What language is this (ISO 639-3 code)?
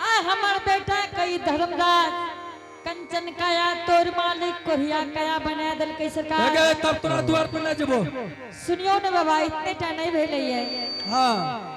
anp